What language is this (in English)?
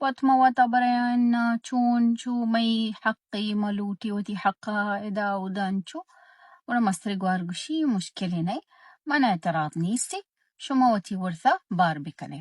Baluchi